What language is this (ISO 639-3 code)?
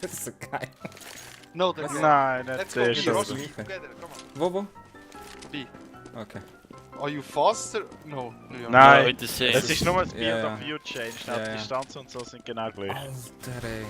gsw